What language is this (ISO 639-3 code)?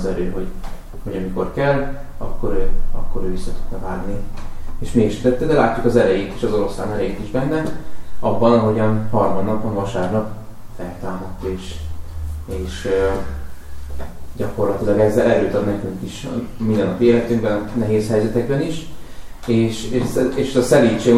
hun